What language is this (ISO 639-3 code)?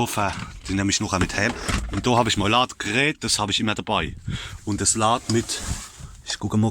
pfl